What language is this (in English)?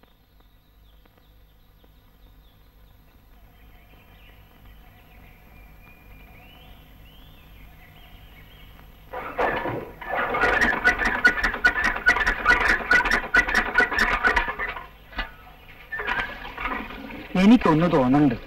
Malayalam